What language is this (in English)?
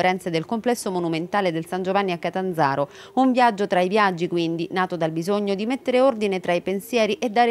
Italian